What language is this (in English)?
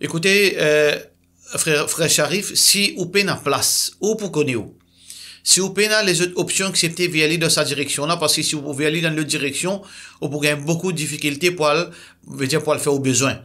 Morisyen